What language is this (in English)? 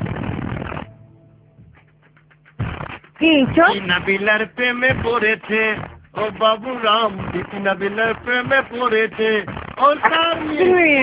Bangla